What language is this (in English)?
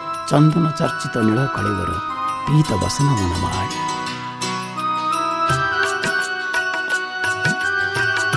Odia